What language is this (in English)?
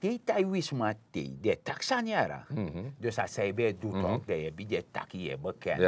Sranan Tongo